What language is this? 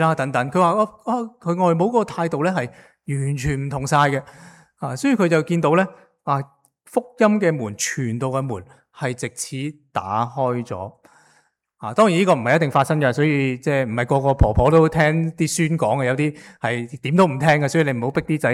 Cantonese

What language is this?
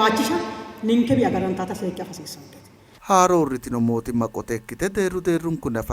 Sidamo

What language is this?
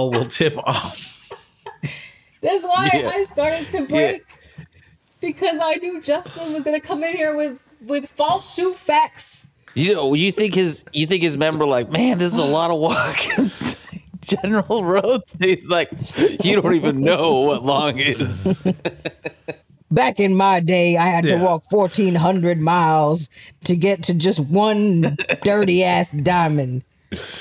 English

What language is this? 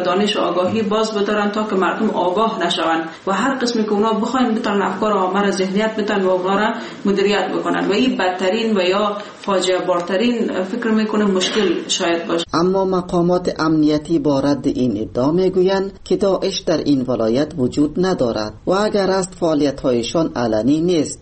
Persian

